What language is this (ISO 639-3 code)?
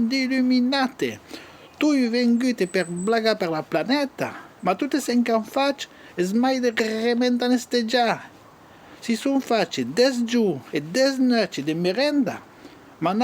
oci